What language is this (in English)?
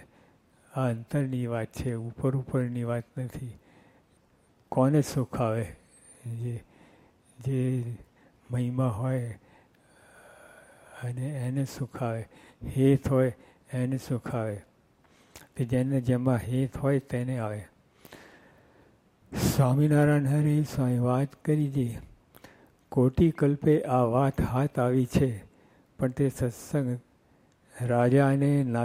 Gujarati